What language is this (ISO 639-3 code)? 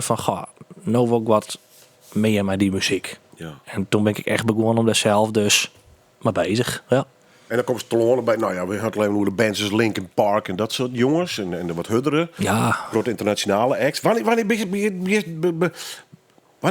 fry